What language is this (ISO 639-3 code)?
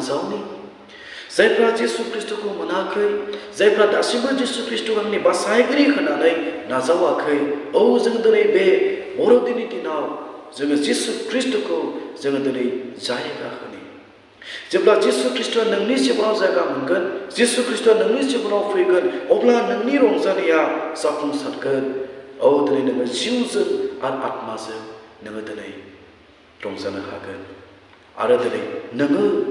brx